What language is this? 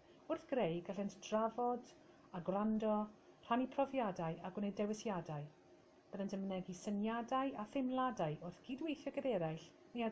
Welsh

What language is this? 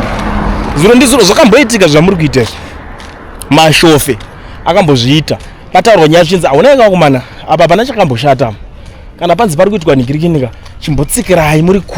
Shona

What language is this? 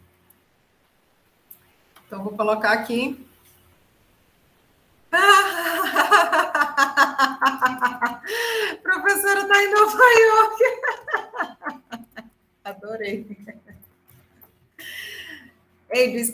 Portuguese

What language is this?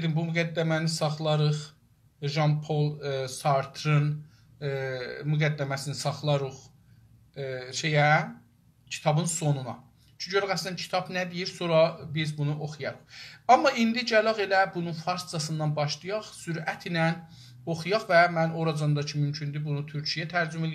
South Azerbaijani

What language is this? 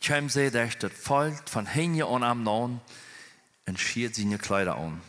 Plautdietsch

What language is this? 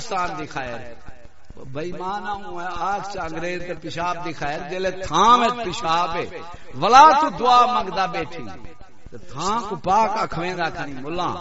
Saraiki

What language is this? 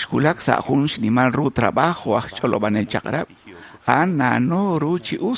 Kekchí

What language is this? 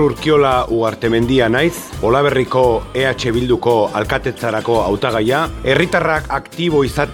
Basque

